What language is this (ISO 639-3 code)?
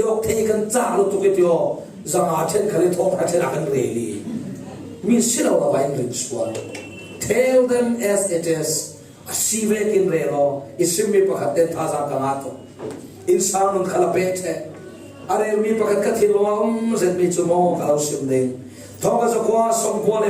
cfm